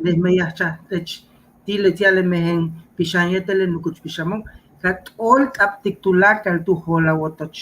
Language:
Yucateco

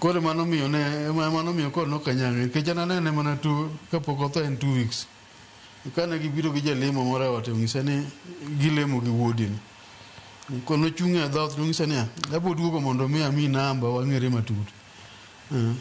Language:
Luo (Kenya and Tanzania)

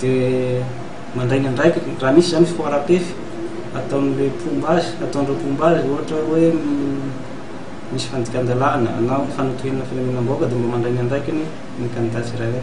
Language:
Malagasy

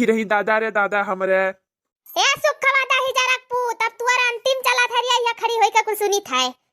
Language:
Awadhi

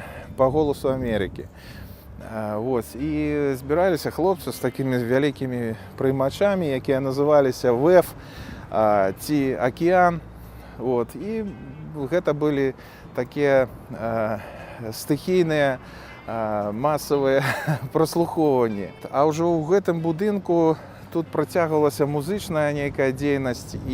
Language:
Belarusian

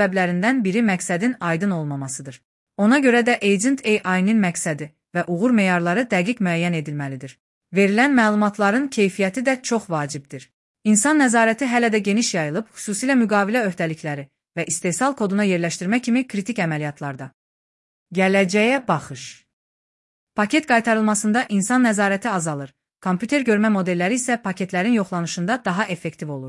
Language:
Azerbaijani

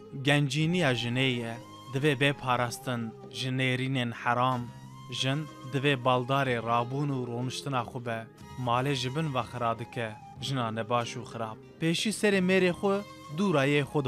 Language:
Kurdish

